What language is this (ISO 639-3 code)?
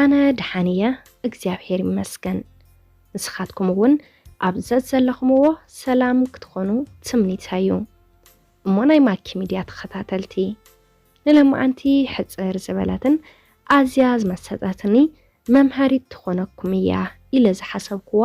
tir